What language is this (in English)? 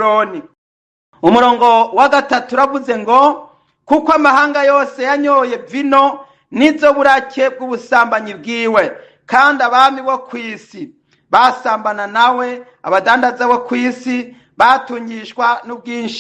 Rundi